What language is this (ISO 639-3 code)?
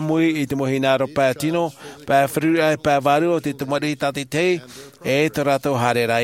tah